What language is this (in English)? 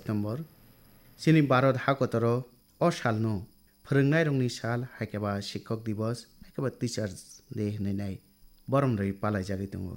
Kok Borok